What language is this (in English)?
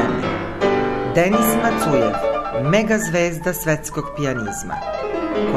Serbian